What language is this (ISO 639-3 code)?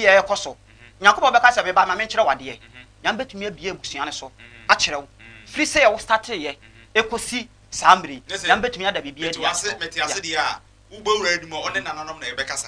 aka